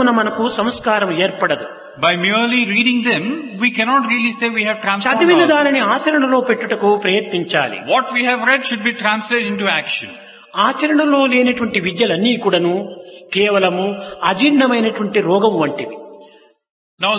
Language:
Telugu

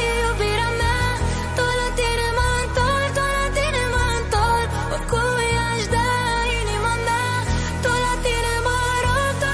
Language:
Romanian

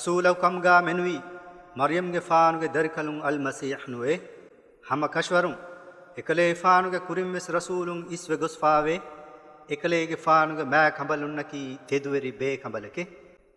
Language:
Divehi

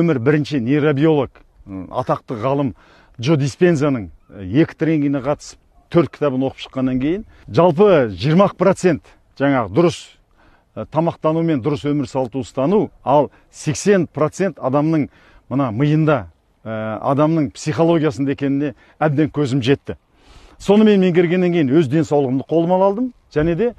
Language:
Kazakh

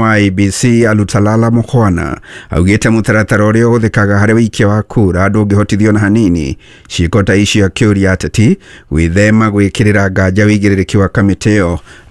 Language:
Kikuyu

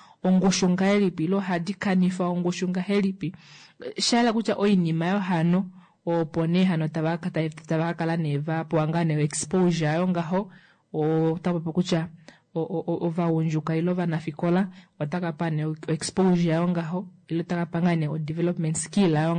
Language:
Kuanyama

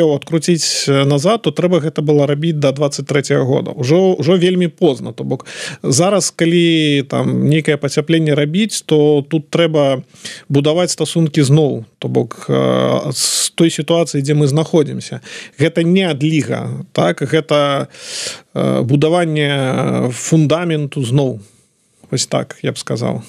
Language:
Belarusian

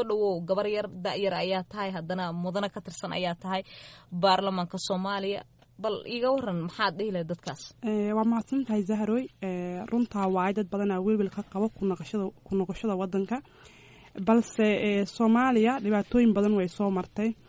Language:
Somali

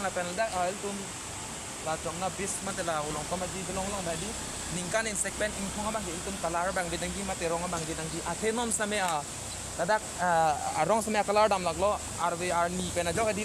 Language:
Karbi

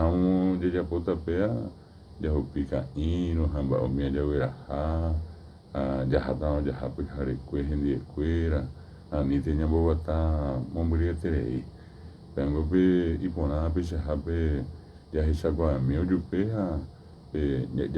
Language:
Guarani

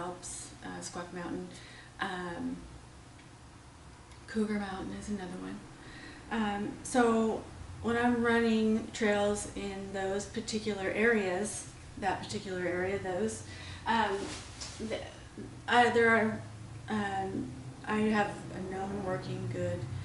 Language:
English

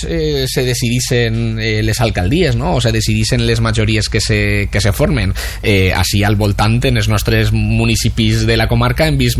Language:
Catalan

